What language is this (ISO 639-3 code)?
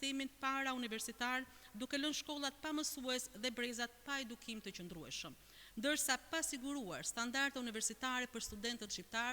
sqi